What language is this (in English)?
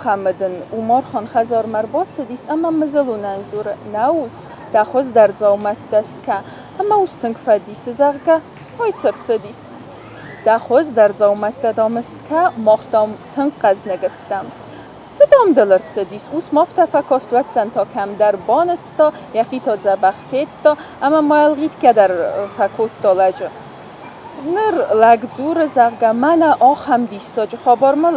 Ossetic